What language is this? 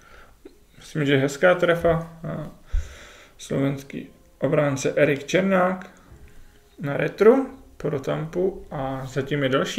Czech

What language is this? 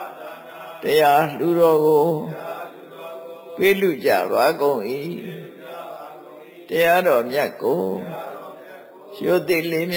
Burmese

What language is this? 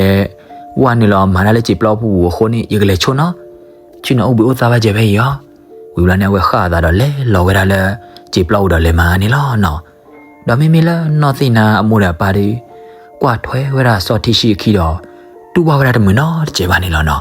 S'gaw Karen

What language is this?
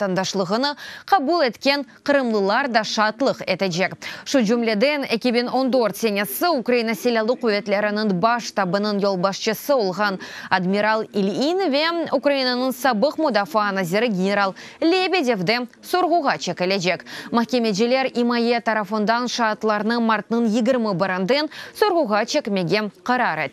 Crimean Tatar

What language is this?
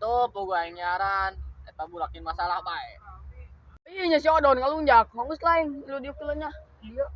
Sundanese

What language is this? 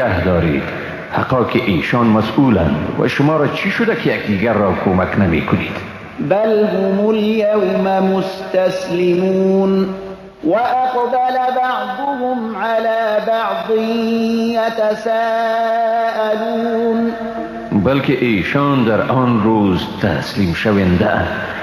Persian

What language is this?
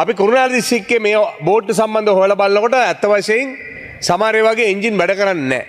Sinhala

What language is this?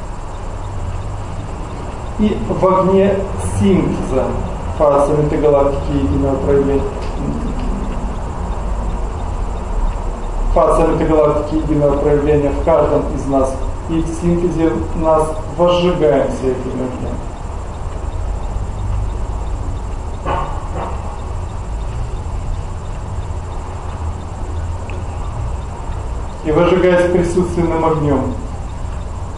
Russian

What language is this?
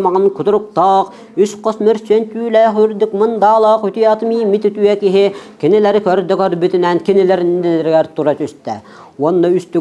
Yakut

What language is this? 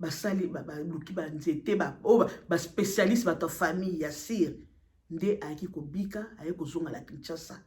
Lingala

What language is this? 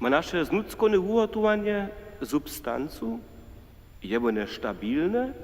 Upper Sorbian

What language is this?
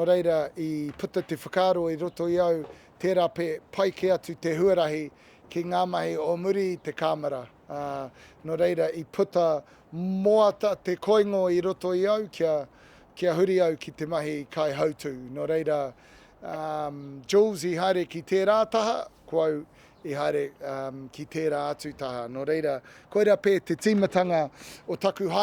Māori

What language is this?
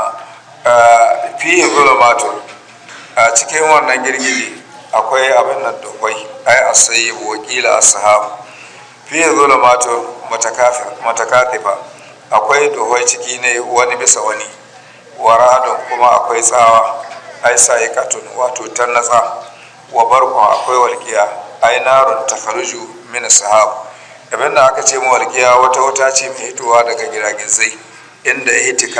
Hausa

